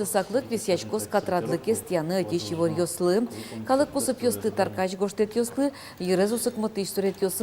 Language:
Udmurt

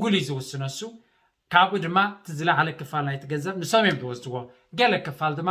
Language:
Tigrinya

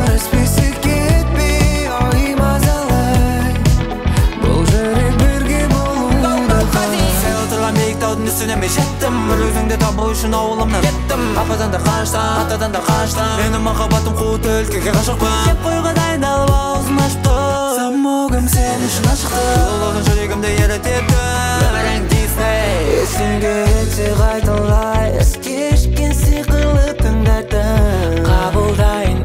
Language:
Kazakh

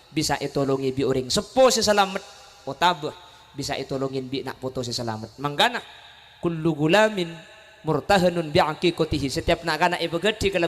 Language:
Madurese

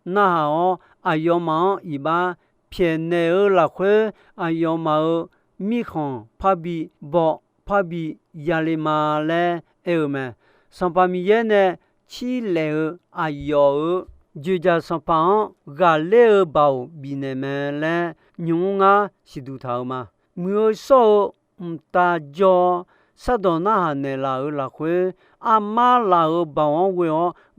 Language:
Akha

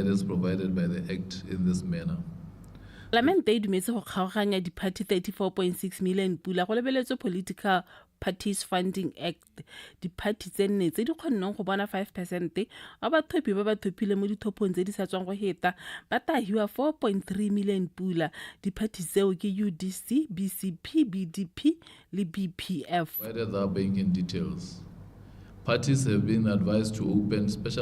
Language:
Tswana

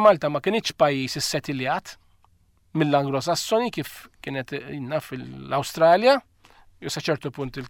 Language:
Maltese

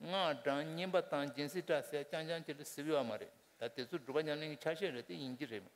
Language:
Tibetan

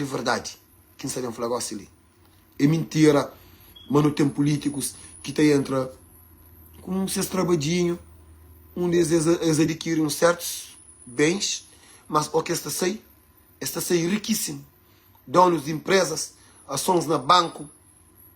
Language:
Kabuverdianu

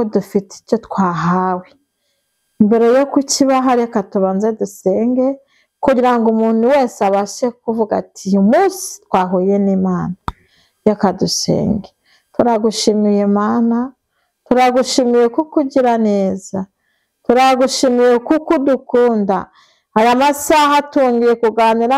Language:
Kinyarwanda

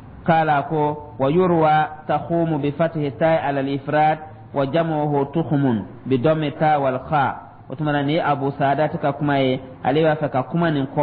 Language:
Dyula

